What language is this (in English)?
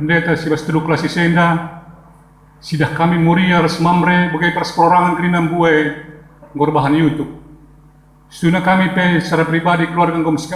Batak Karo